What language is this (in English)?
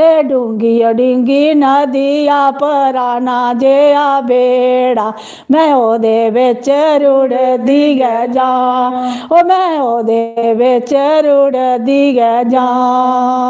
Dogri